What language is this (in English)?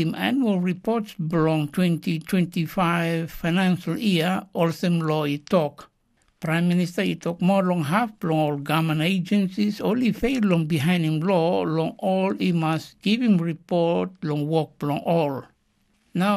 Tok Pisin